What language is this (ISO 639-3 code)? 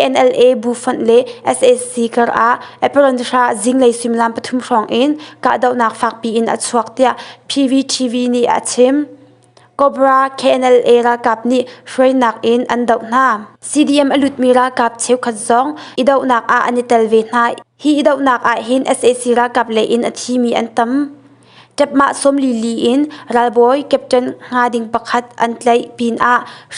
cnh